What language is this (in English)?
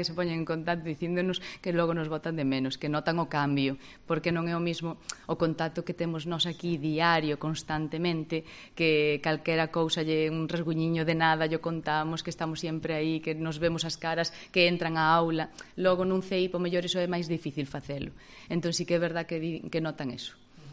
Galician